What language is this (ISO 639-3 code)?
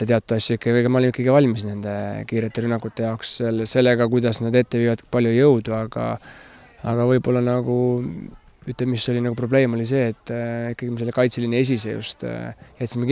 est